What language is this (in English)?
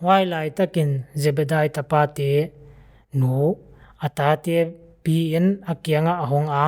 Paite Chin